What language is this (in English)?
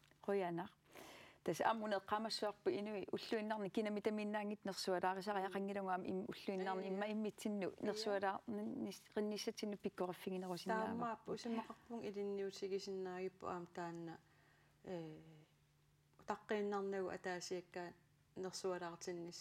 Kalaallisut